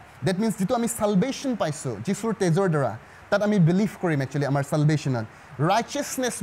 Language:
Assamese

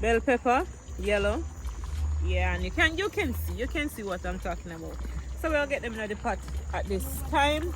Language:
Jamaican Creole English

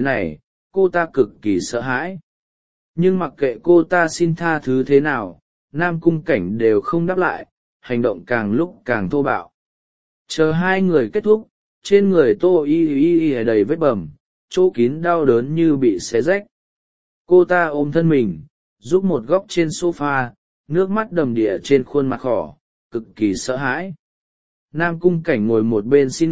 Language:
Vietnamese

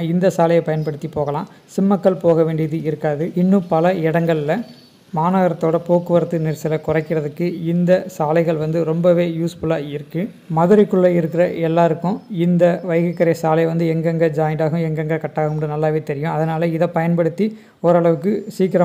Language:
Tamil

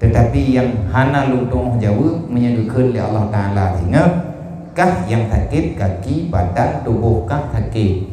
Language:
Achinese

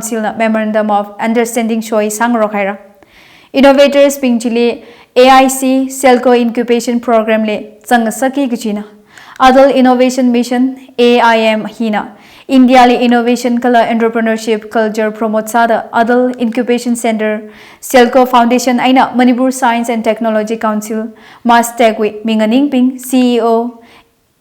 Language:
Tangkhul Naga (India)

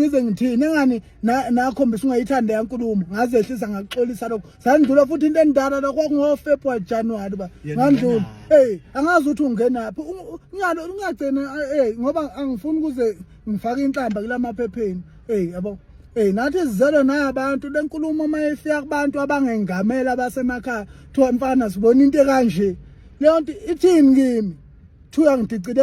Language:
Zulu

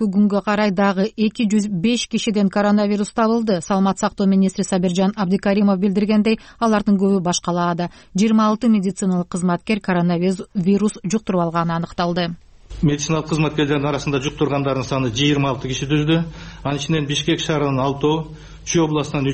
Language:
Kyrgyz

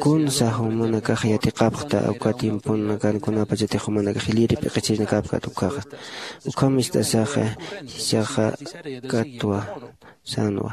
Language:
Aymara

